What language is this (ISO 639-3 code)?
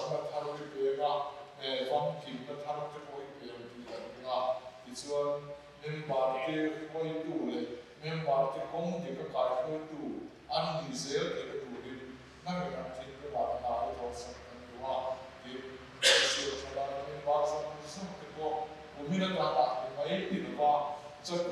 lus